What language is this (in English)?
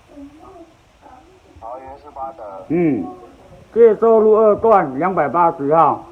Min Nan Chinese